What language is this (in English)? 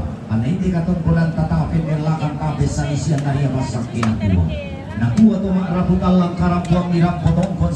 Toraja-Sa'dan